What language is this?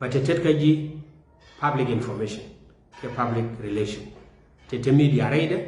Nuer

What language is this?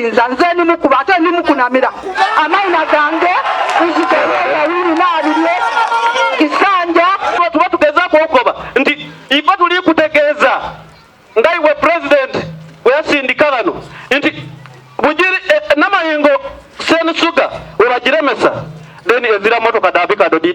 Ganda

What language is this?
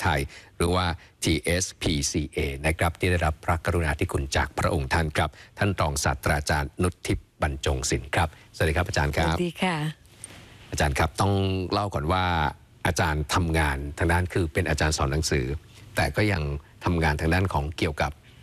Thai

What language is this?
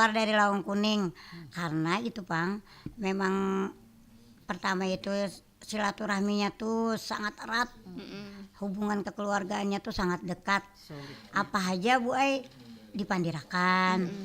Banjar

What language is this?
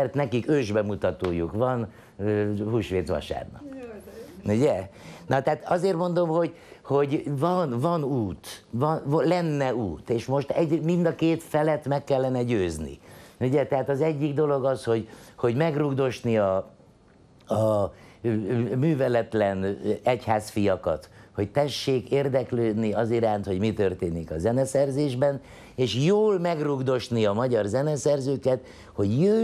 Hungarian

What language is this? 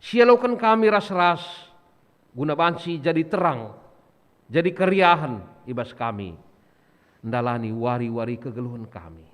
Batak Karo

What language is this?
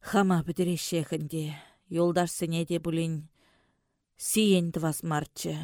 Chuvash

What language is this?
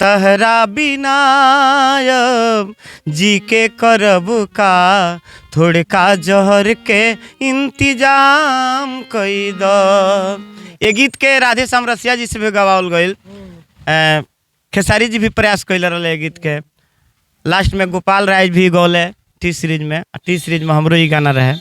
Bhojpuri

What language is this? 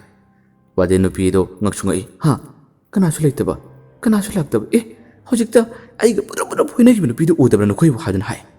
Manipuri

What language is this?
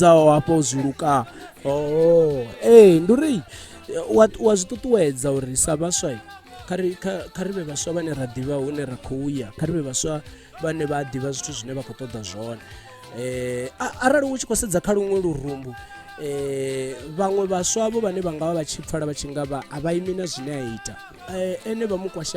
Venda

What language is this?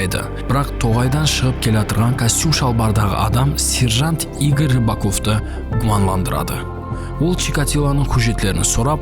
Kara-Kalpak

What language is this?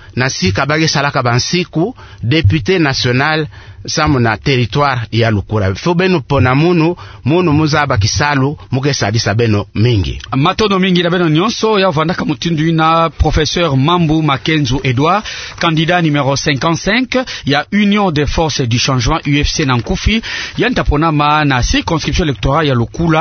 Kituba (Democratic Republic of Congo)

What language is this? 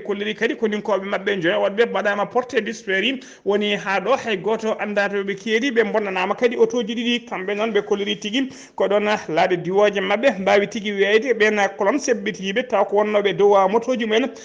Fula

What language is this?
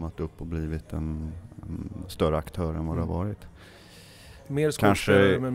Swedish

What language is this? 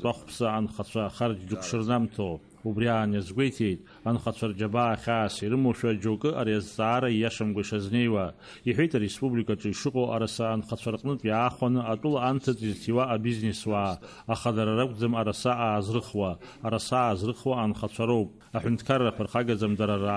Abkhazian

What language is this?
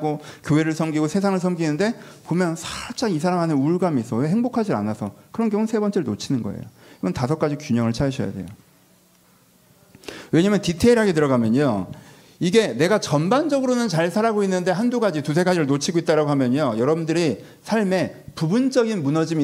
Korean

